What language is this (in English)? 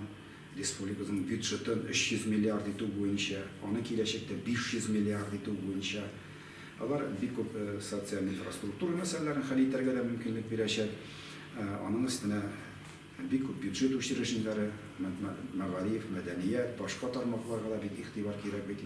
Tatar